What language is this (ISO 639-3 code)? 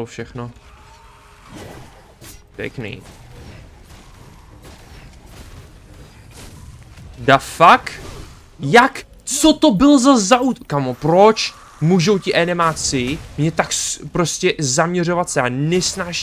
ces